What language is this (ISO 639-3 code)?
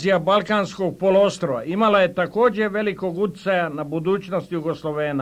srp